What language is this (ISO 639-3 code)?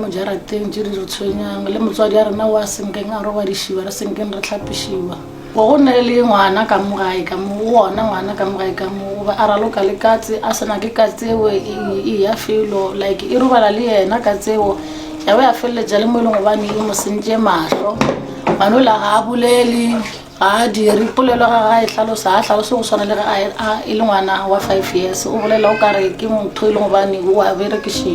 nso